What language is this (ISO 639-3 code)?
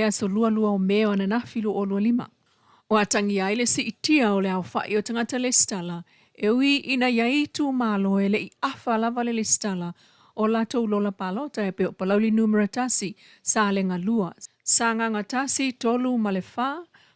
smo